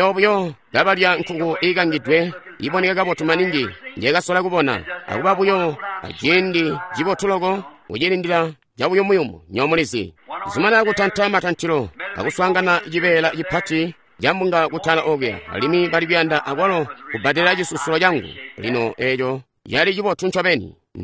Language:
Tonga (Zambia)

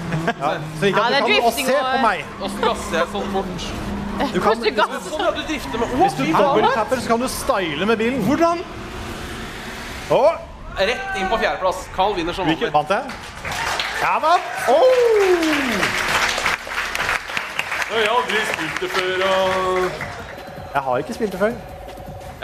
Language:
Norwegian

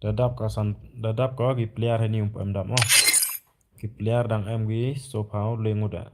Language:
Khasi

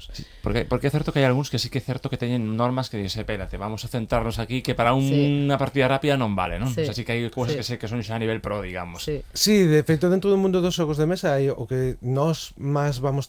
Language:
Galician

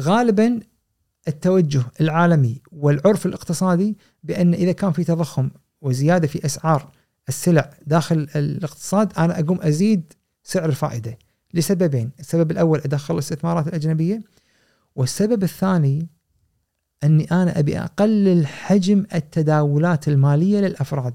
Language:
Gulf Arabic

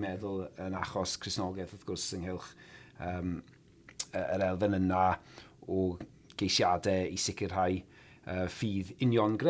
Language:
Welsh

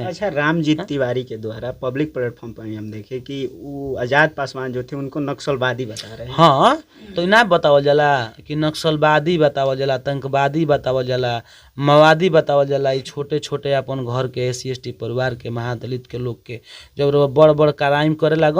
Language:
Bhojpuri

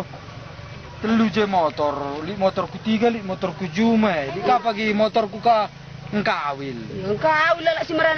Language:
Batak Karo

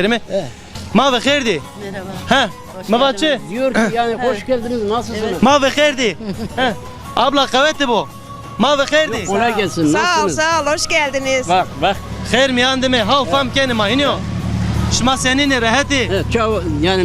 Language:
Zaza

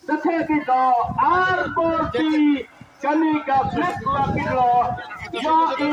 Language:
Khasi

